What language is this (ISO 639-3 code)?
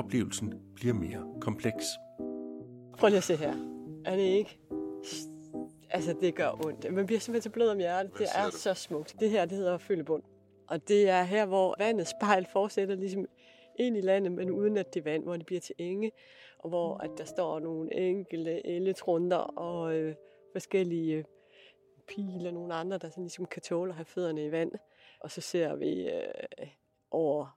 dan